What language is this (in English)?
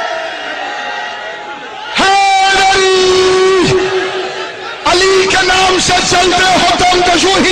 Urdu